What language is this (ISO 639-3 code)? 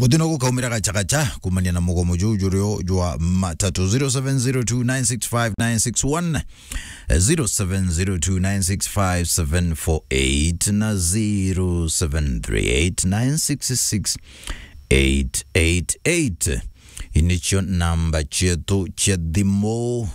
mer